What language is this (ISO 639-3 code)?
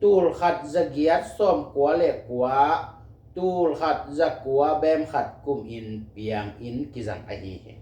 ctd